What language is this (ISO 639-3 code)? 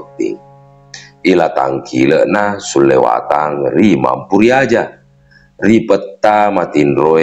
bug